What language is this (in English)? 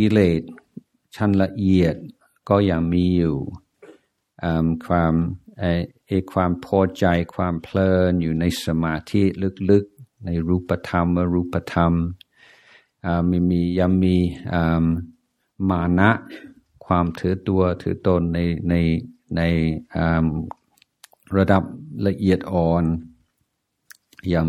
Thai